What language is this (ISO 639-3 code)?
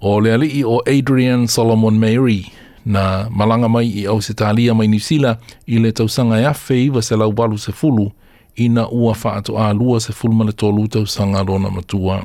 smo